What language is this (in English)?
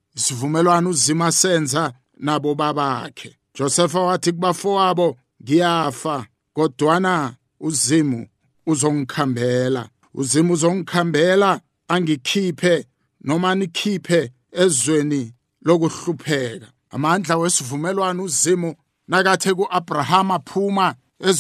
South Ndebele